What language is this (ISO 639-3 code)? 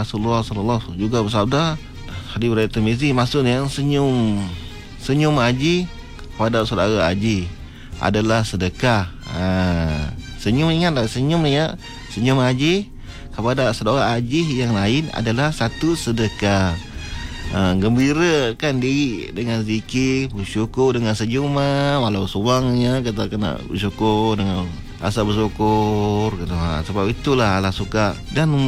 msa